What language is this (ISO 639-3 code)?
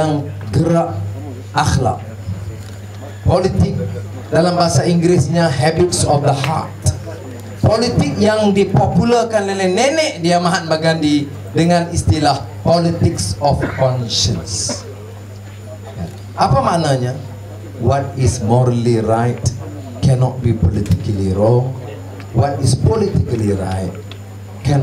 msa